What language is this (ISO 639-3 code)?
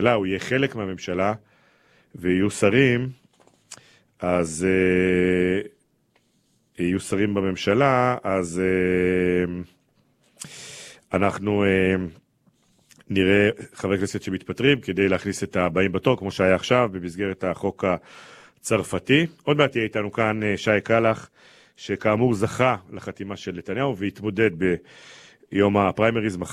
heb